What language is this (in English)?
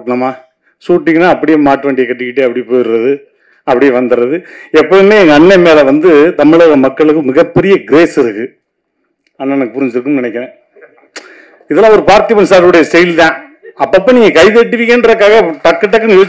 Tamil